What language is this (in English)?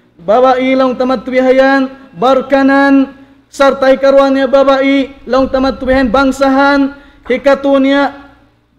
Tausug